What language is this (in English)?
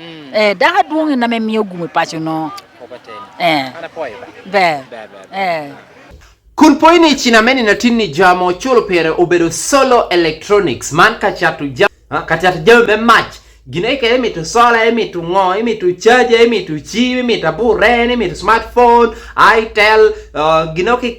Lango (Uganda)